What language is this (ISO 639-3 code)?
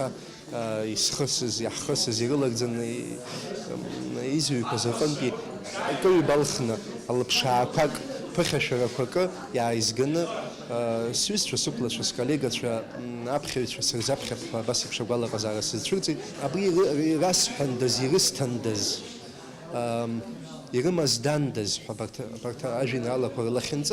abk